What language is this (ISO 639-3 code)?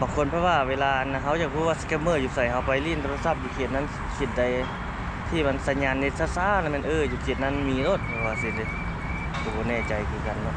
lao